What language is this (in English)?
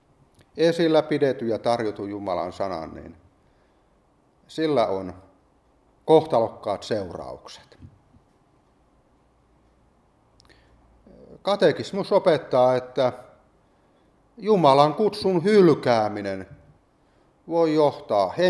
Finnish